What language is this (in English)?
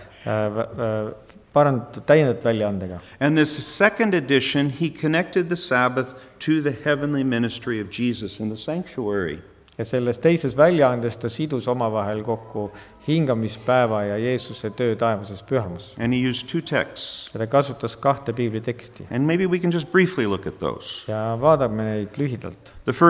Estonian